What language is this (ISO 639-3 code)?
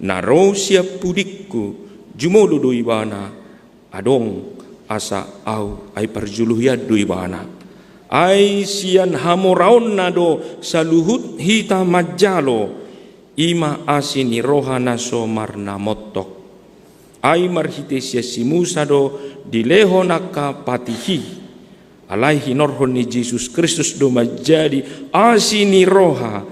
bbc